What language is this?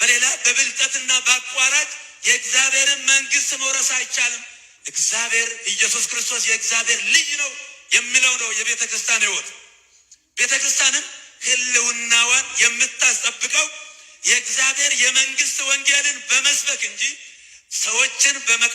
Amharic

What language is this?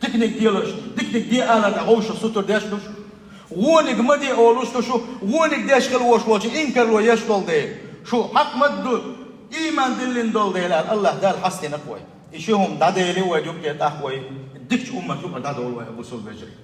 Chechen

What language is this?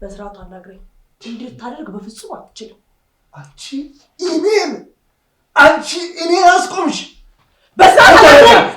Amharic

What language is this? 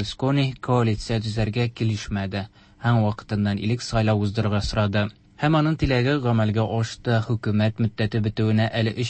Tatar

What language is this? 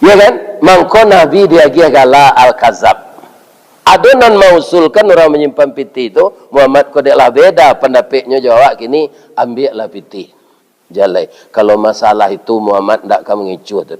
Minangkabau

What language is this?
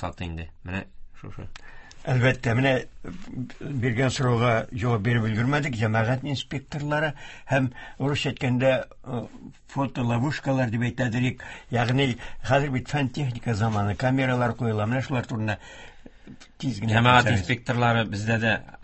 Tatar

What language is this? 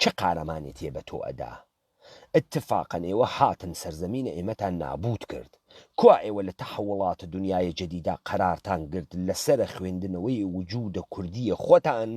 Central Kurdish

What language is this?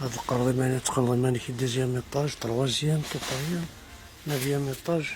Kabyle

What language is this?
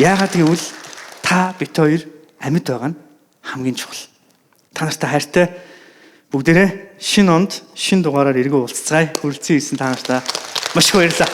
Mongolian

